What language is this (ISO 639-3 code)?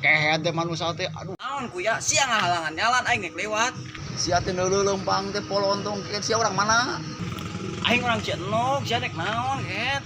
sun